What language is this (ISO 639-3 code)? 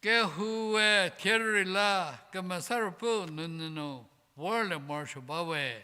njm